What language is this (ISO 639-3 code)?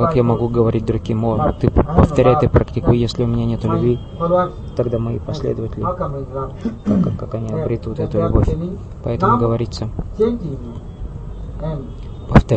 rus